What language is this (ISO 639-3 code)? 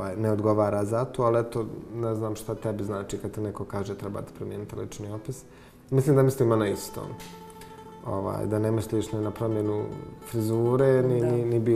bos